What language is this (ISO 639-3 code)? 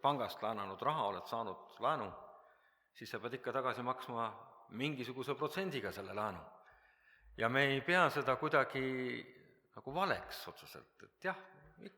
est